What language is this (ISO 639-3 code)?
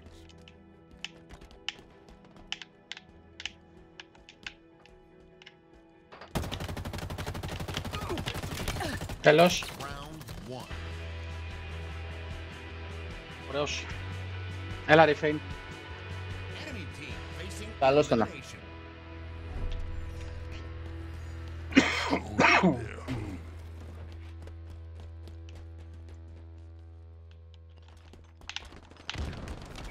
ell